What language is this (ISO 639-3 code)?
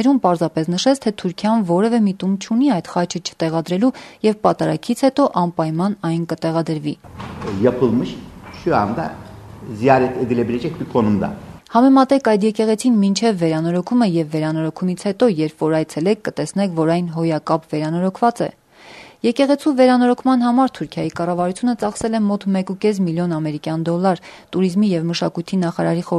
hye